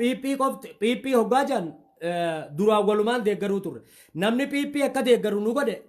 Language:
Oromo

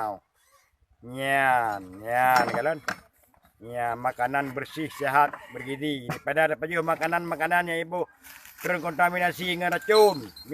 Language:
Achinese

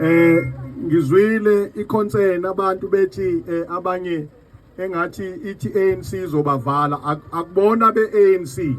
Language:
Zulu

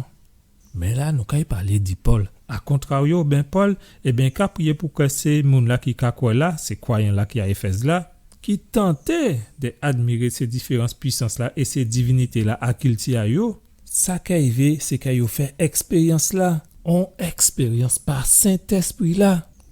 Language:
Guadeloupean Creole French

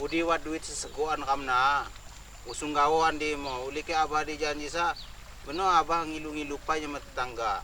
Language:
Lampung Api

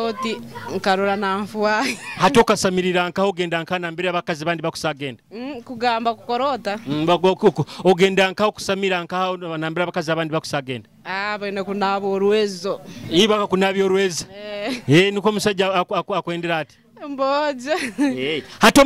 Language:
Nyoro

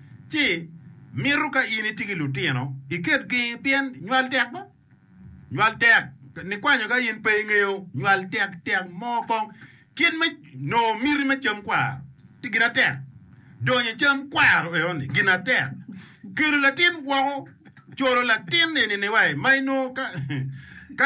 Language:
Acoli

